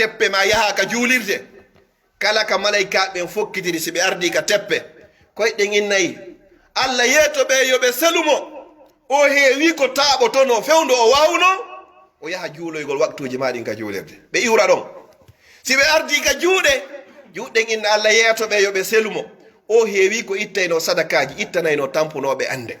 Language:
Pular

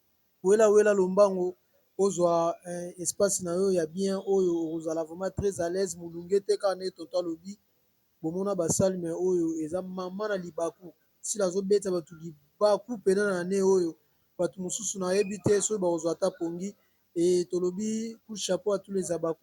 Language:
Lingala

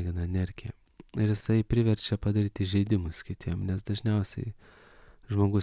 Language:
Lithuanian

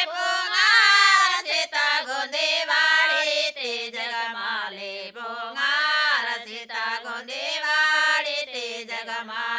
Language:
Gondi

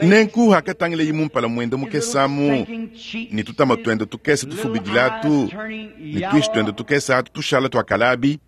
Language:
Luba-Lulua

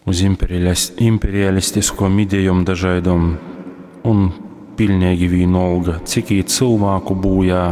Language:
Latgalian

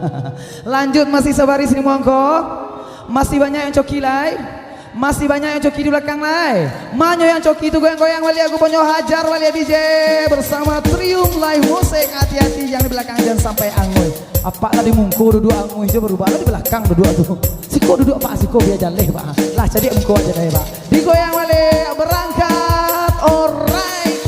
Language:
Minangkabau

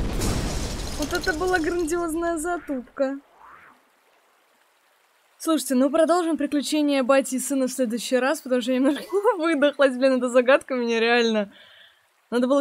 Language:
Russian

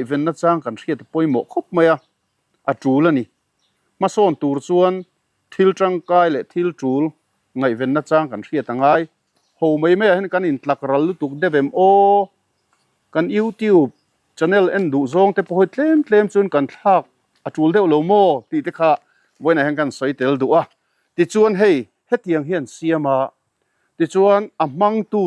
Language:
Mizo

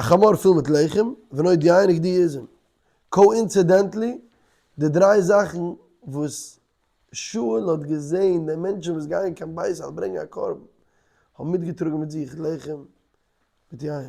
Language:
Yiddish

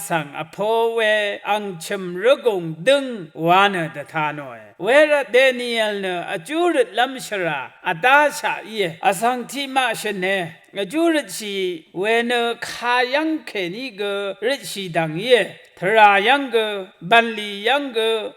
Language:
Rawang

